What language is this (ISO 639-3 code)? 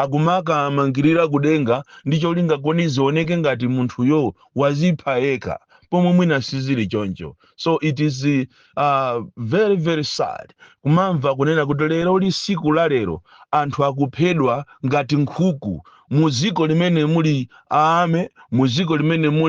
nya